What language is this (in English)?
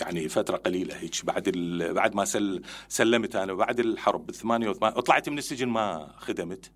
Mesopotamian Arabic